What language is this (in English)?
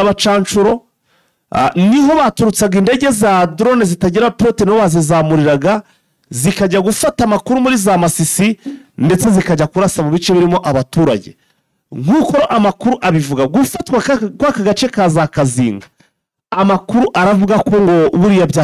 Kinyarwanda